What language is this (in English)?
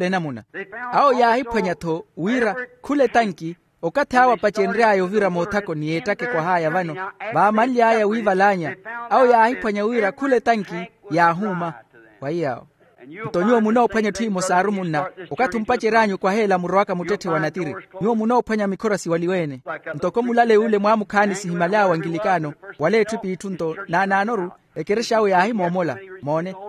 Makhuwa